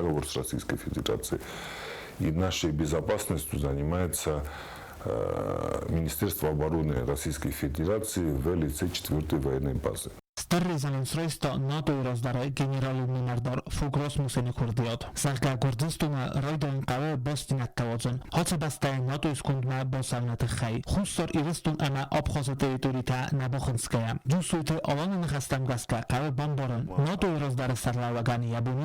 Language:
Ossetic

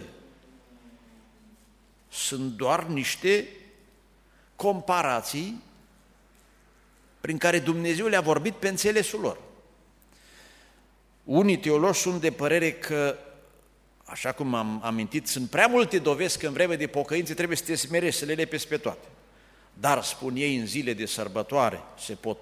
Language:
Romanian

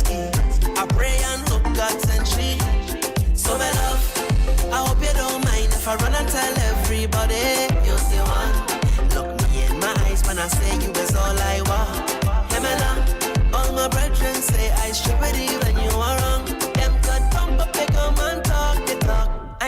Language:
Morisyen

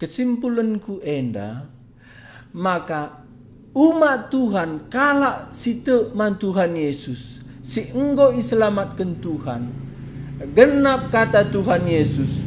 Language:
Batak Karo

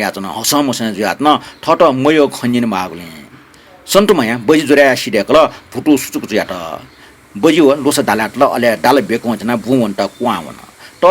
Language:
Newari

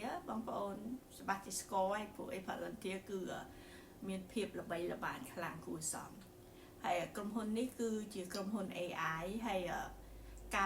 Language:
Khmer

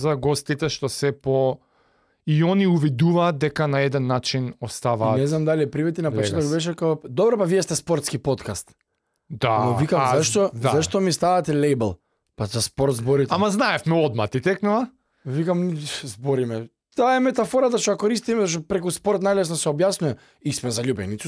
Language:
Macedonian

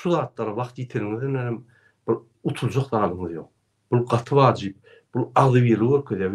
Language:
Turkmen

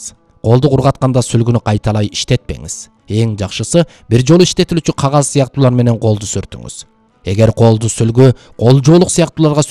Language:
Kyrgyz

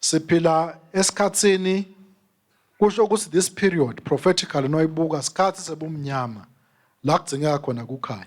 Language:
Swati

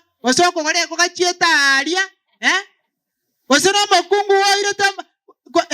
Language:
Gusii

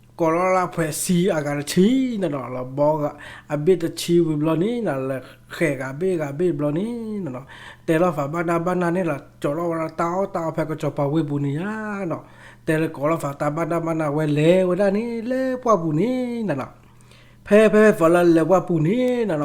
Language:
S'gaw Karen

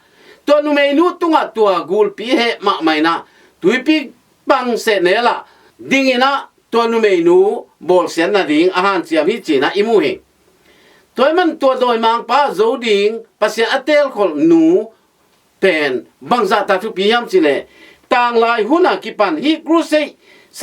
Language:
Tedim Chin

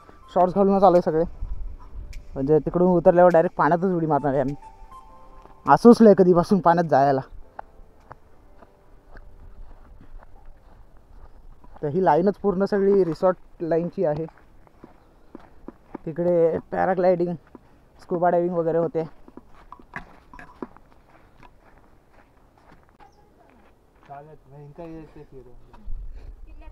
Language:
Marathi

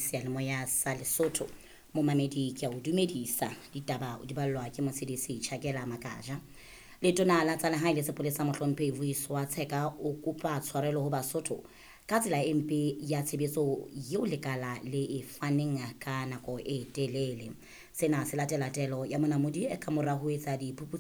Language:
Southern Sotho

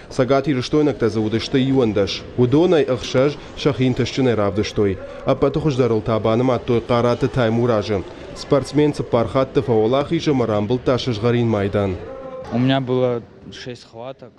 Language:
Ossetic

